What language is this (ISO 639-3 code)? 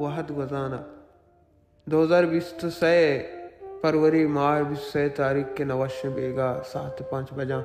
bal